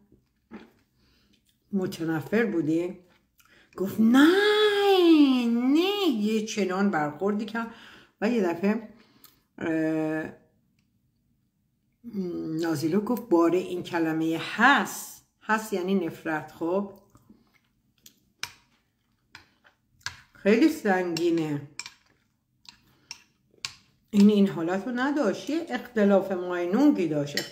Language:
Persian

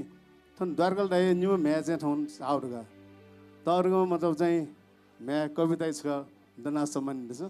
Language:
Newari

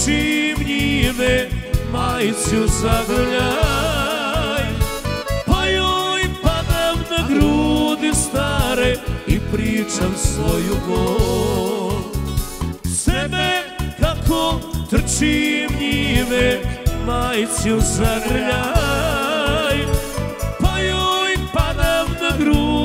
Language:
Serbian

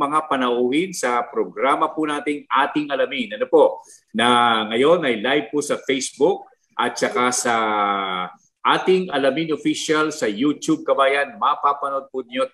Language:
Filipino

